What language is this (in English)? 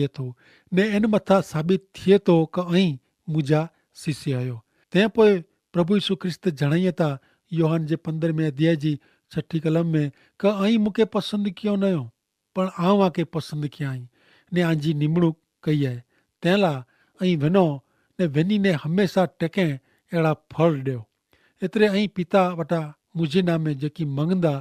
Kachhi